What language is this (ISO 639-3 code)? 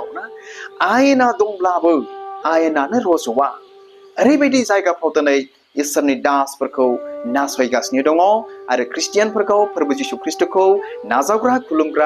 brx